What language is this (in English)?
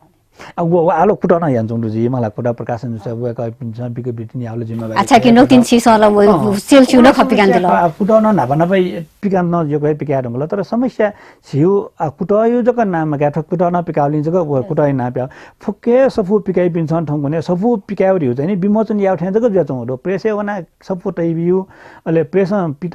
Newari